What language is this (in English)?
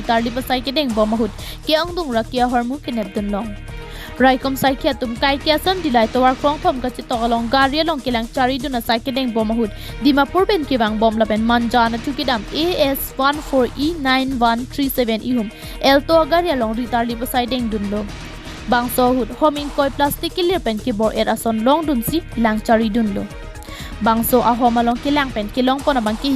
Karbi